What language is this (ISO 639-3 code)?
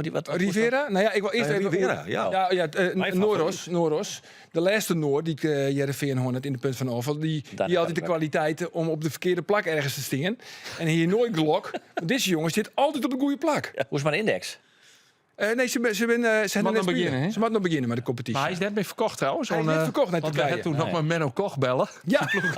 fry